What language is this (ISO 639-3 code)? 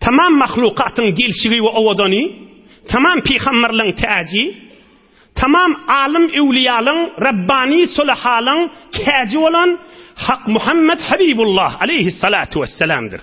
tuk